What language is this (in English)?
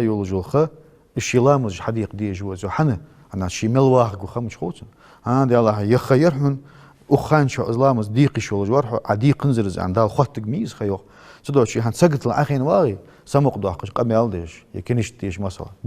Ingush